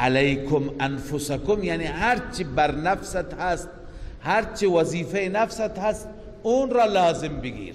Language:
Persian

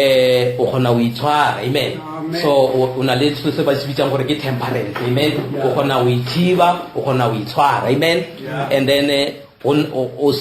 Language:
Northern Sotho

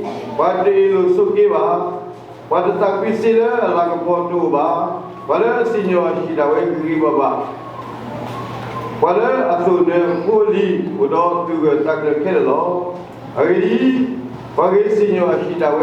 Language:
S'gaw Karen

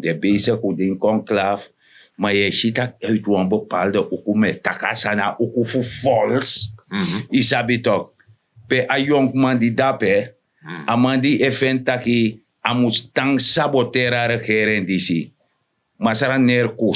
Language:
Sranan Tongo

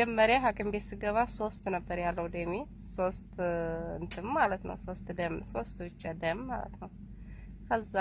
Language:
Amharic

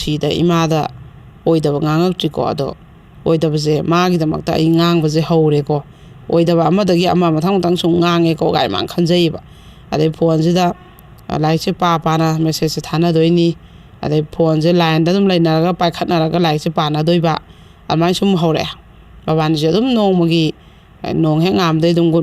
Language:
Manipuri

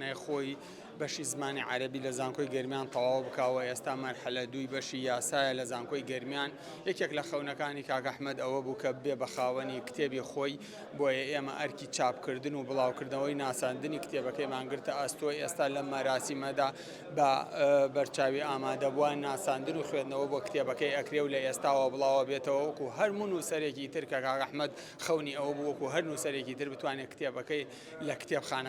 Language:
Central Kurdish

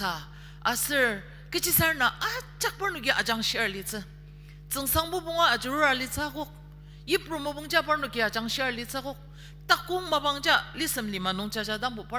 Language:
Ao Naga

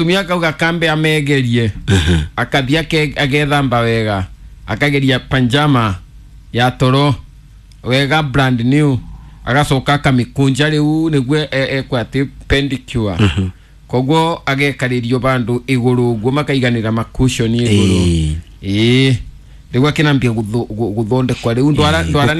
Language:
Kikuyu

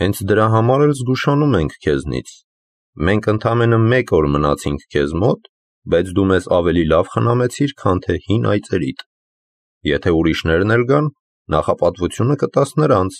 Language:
Armenian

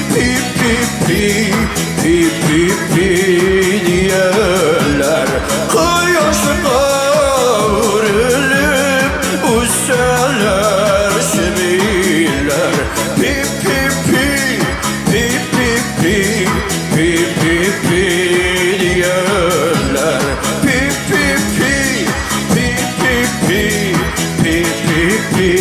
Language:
Tatar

